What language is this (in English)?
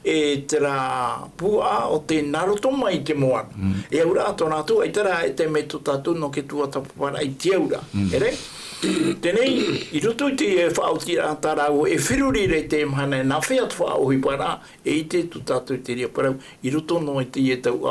Tahitian